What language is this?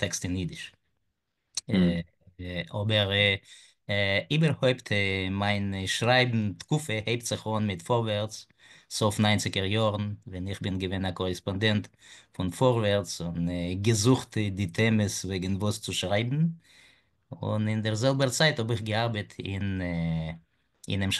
Yiddish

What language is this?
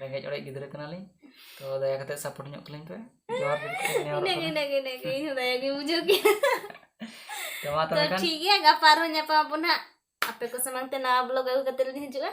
Santali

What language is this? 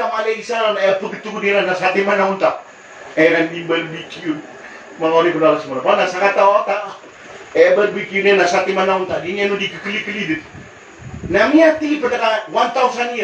Maranao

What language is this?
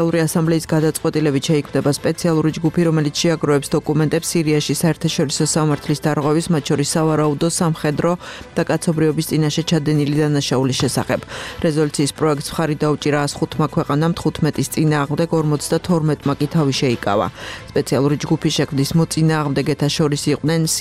Georgian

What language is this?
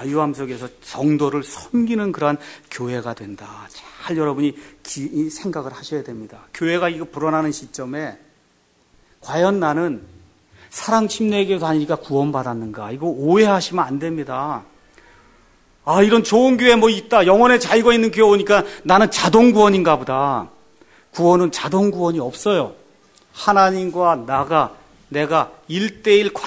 Korean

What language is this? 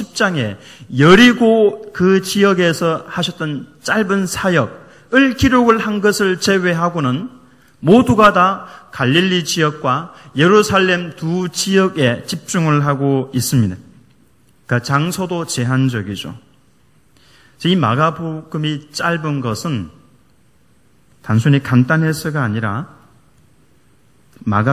Korean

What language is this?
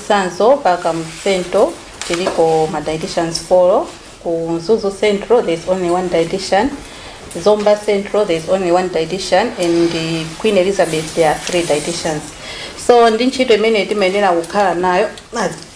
Nyanja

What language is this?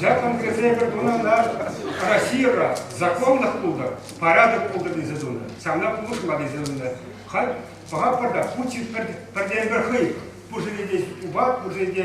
Chuvash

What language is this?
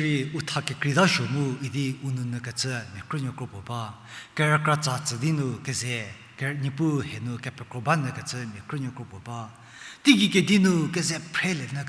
Angami Naga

